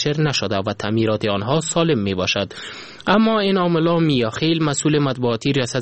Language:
Persian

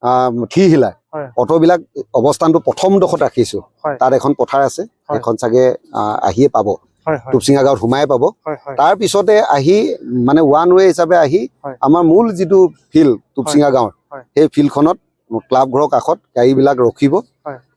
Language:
Assamese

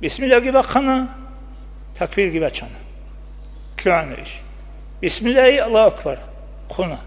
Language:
Avaric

